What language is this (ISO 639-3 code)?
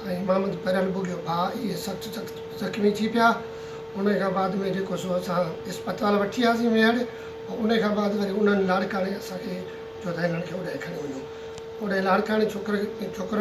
snd